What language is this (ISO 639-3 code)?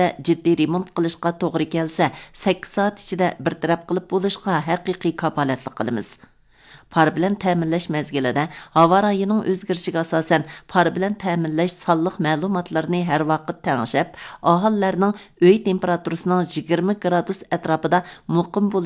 uig